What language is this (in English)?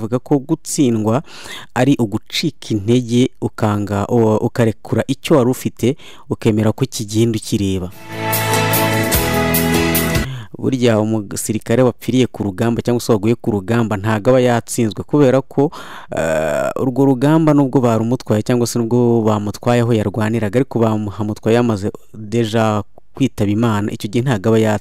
Kinyarwanda